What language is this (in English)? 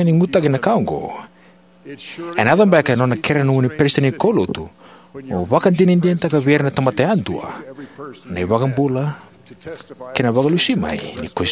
Fijian